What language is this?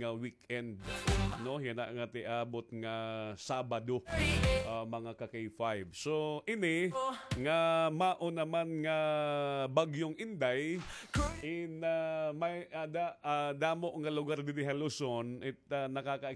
Waray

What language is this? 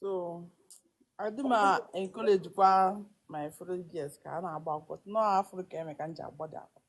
Igbo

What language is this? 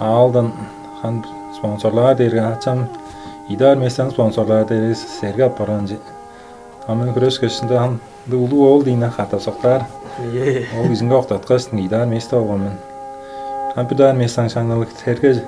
Tuvinian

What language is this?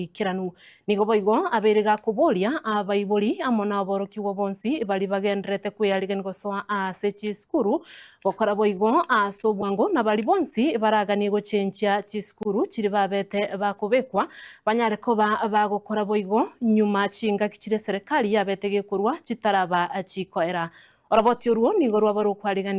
Gusii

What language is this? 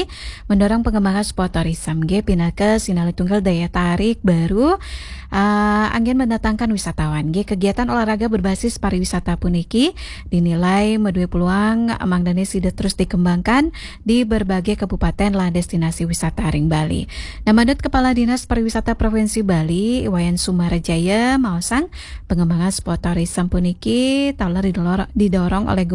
Balinese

